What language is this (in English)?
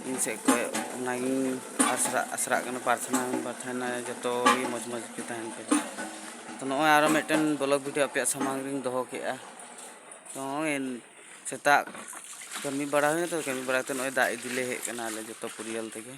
Santali